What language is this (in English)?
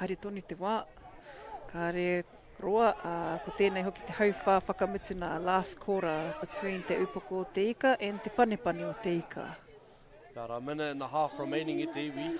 Māori